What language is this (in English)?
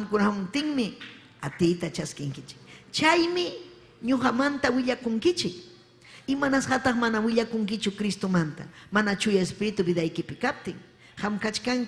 Ayacucho Quechua